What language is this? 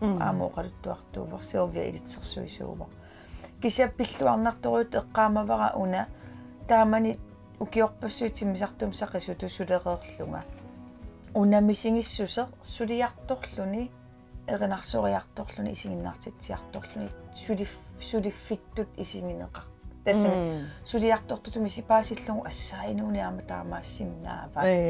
Kalaallisut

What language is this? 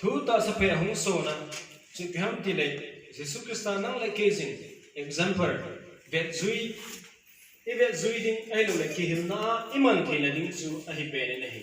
Thado Chin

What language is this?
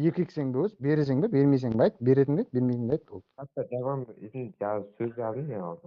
Kara-Kalpak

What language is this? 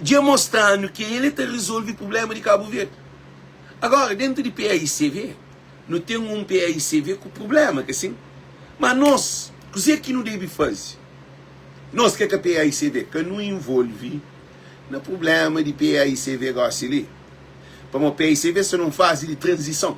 Kabuverdianu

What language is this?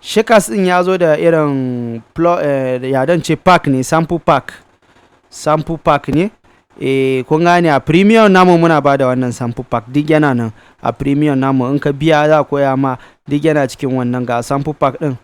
Hausa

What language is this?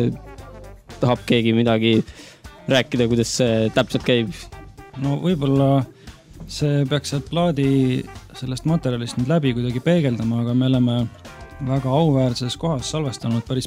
Estonian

